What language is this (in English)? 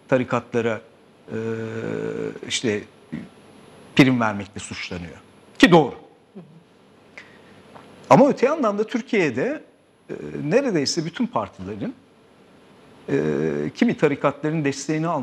Turkish